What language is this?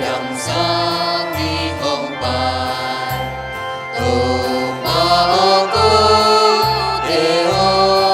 Tedim Chin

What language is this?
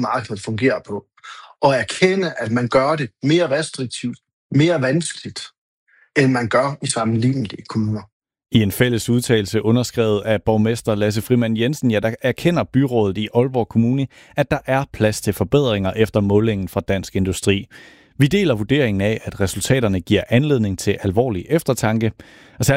Danish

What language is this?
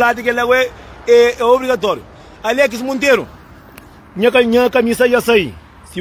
Kabuverdianu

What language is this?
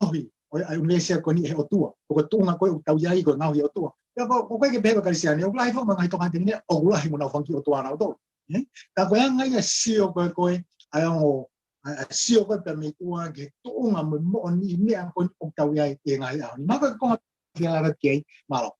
Tongan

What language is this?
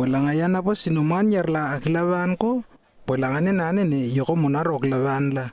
Lewo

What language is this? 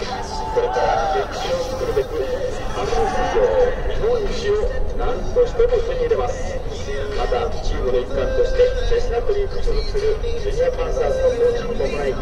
Japanese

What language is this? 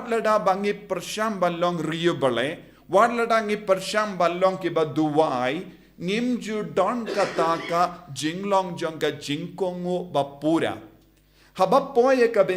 Khasi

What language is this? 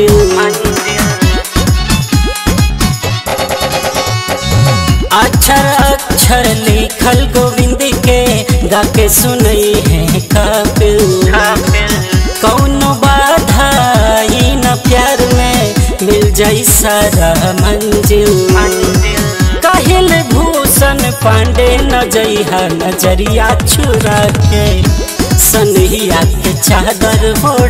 Bhojpuri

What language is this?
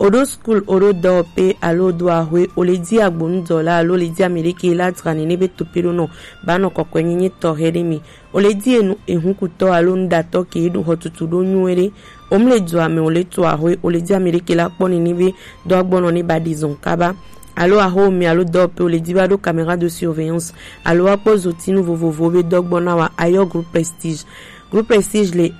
Gen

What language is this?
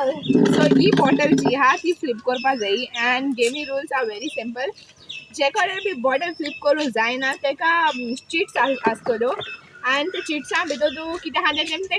Konkani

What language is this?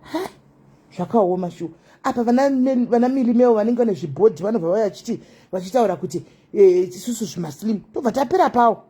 Shona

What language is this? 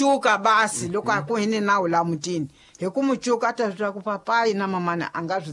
Tsonga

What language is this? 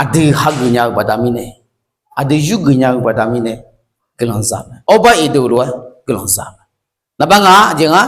Akha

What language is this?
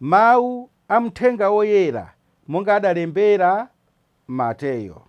Nyanja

